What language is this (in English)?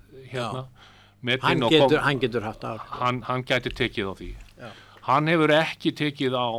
Icelandic